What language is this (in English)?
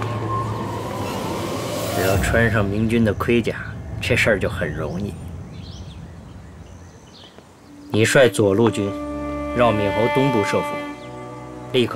Chinese